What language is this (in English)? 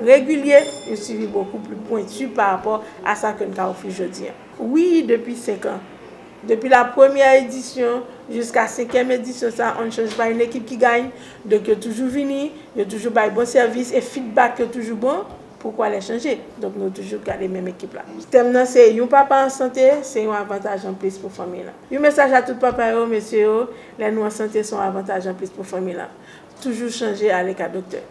Haitian Creole